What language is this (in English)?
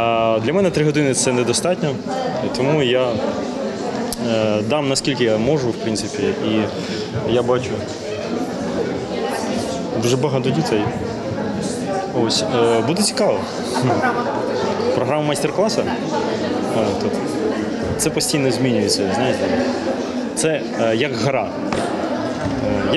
Ukrainian